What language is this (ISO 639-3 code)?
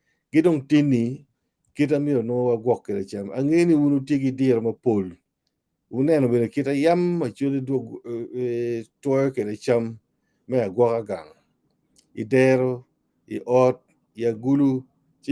ach